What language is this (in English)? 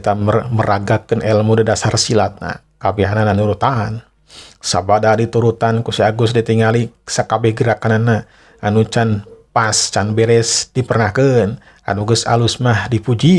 Sundanese